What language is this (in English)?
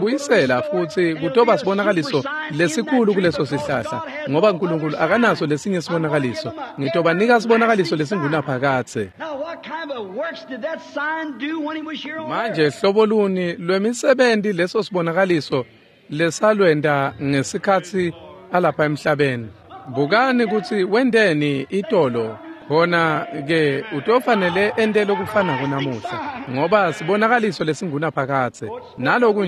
Swati